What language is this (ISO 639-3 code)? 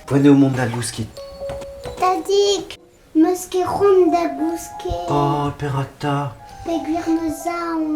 bre